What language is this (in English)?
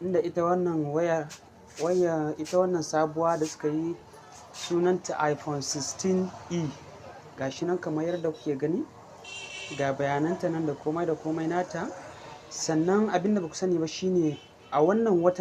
Hausa